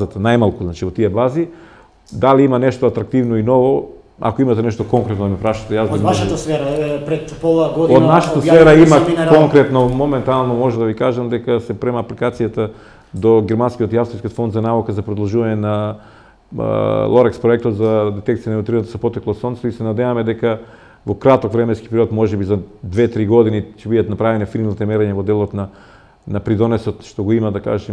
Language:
Macedonian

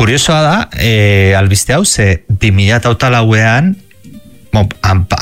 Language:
Basque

